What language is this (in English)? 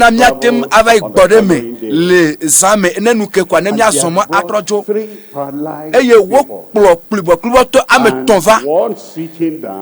Ewe